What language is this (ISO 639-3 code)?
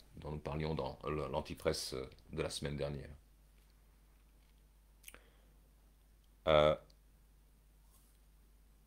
fra